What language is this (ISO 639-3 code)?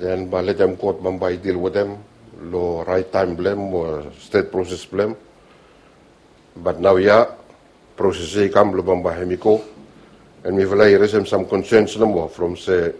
bis